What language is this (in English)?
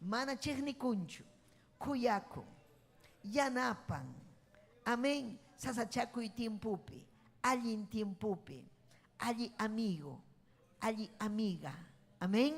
Ayacucho Quechua